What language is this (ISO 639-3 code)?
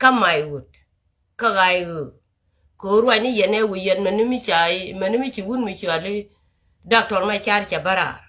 nus